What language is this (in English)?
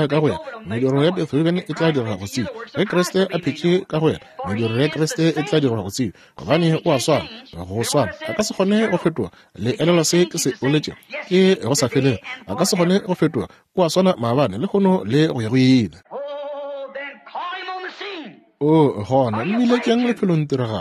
Northern Sotho